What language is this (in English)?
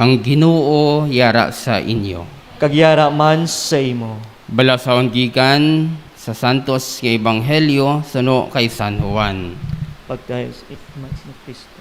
Hiligaynon